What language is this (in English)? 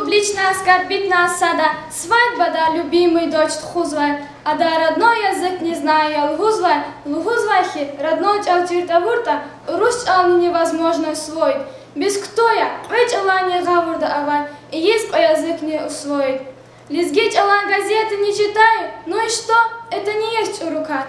Lezghian